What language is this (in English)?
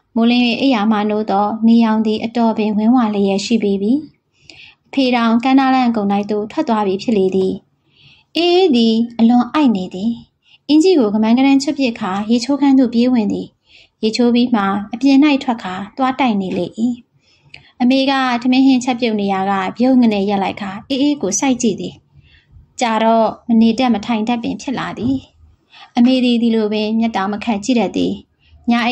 Burmese